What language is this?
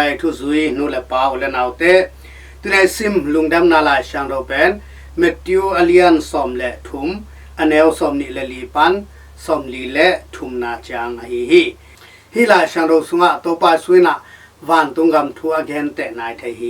Tedim Chin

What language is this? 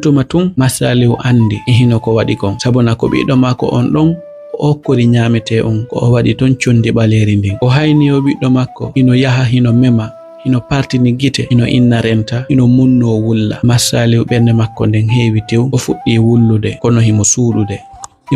Fula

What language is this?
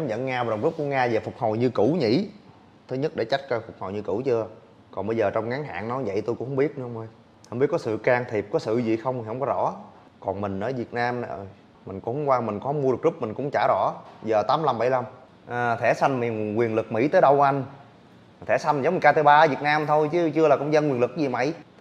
Vietnamese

